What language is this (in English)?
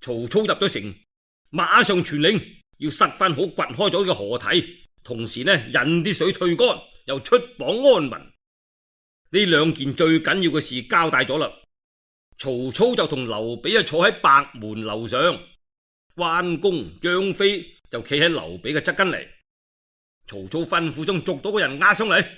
Cantonese